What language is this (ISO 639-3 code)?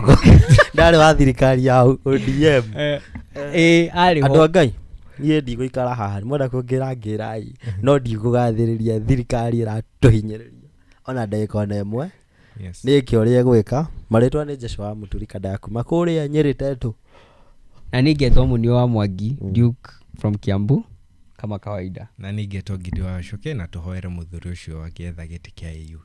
kik